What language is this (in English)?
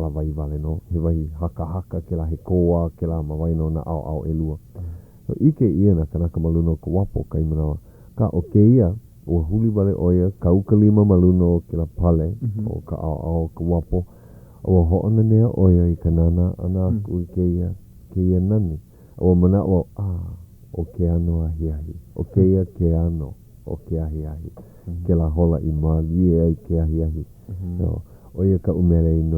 Hawaiian